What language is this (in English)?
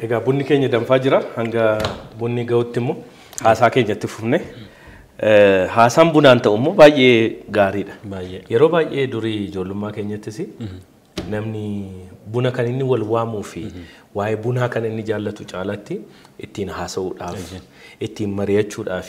Oromo